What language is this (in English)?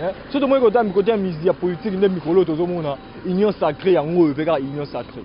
Lingala